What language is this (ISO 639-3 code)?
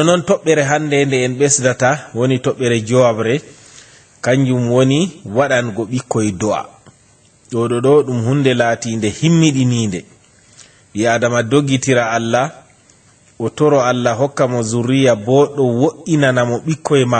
ful